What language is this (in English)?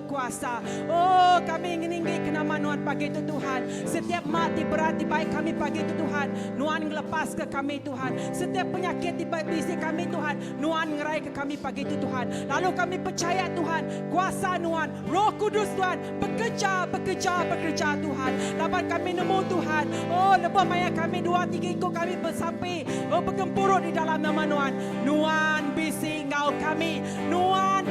Iban